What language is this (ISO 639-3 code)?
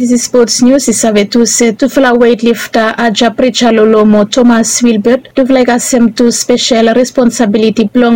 bis